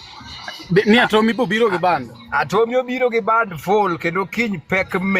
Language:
Luo (Kenya and Tanzania)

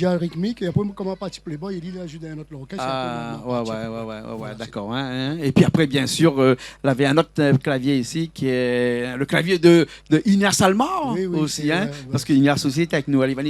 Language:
Réunion Creole French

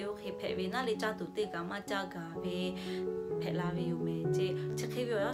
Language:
Lahu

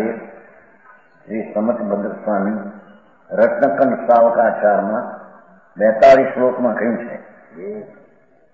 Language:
Gujarati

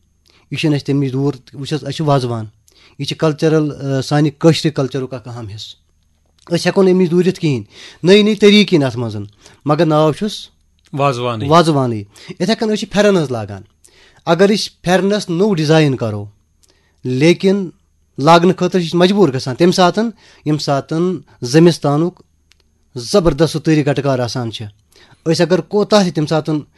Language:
Kashmiri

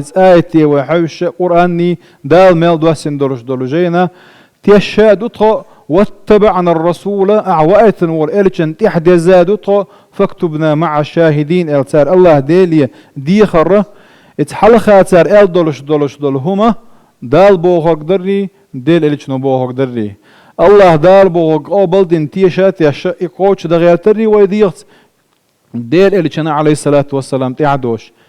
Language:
Chechen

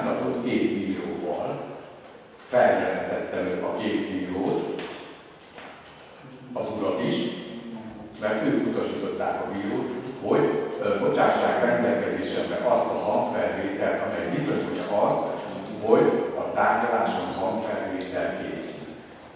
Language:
Hungarian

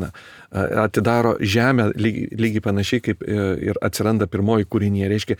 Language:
Lithuanian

